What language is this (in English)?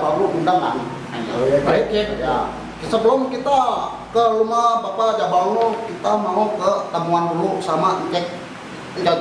Betawi